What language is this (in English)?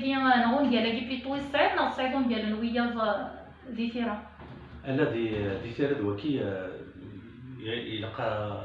Kabyle